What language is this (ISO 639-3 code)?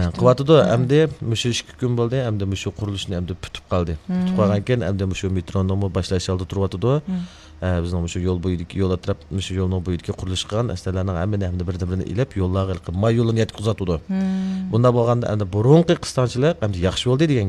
uig